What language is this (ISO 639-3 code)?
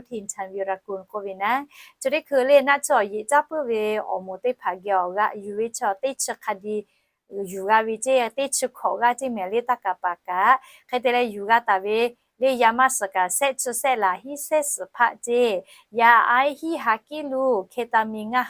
lhu